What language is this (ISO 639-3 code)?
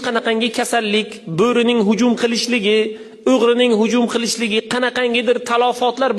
uzb